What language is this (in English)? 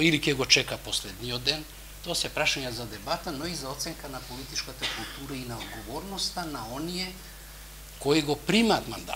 Macedonian